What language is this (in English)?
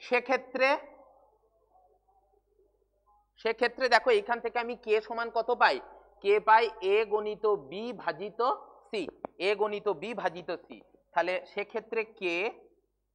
Bangla